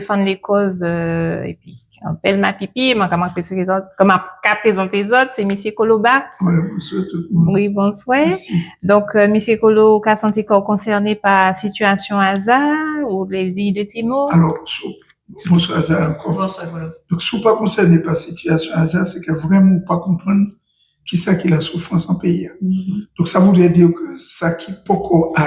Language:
Guadeloupean Creole French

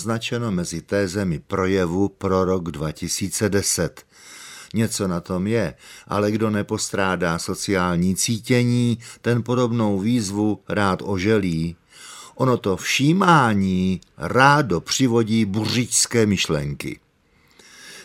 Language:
Czech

